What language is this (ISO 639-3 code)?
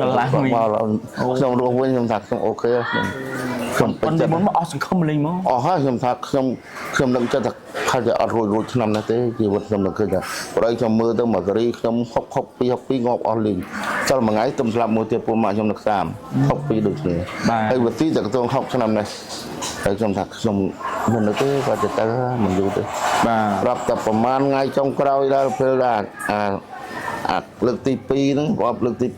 khm